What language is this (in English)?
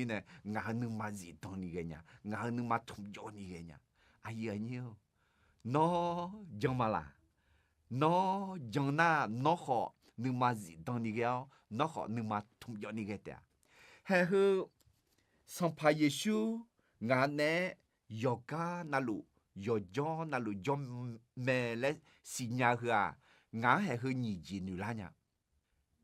Akha